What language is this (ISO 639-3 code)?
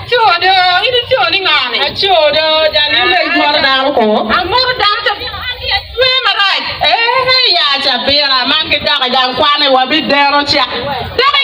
ach